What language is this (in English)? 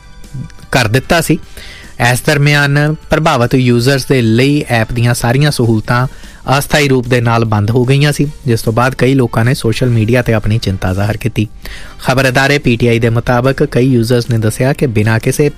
Punjabi